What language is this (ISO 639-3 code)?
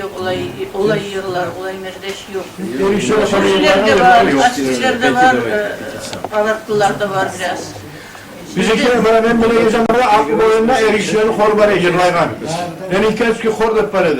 kum